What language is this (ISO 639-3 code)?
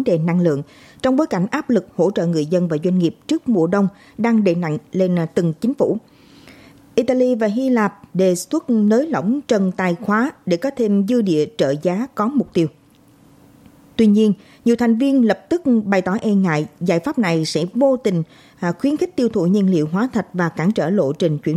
vie